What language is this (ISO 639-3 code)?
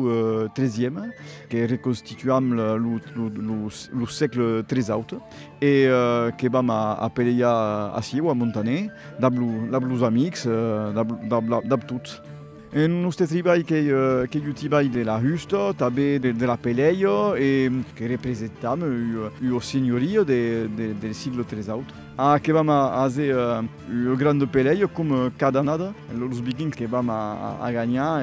oci